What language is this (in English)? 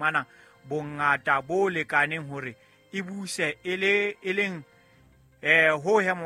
Southern Sotho